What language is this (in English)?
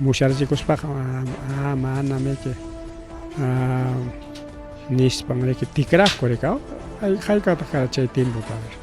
Ayacucho Quechua